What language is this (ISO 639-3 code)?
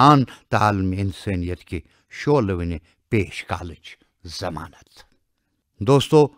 kas